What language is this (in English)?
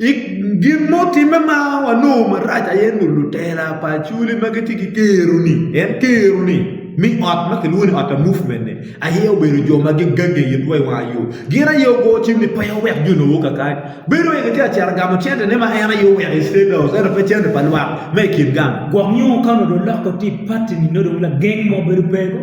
Acoli